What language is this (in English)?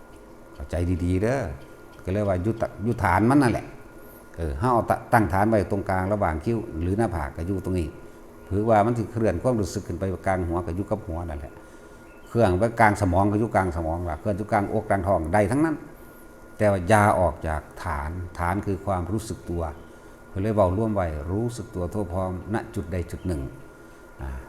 Northeastern Thai